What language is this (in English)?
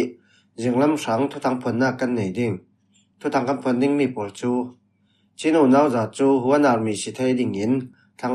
Falam Chin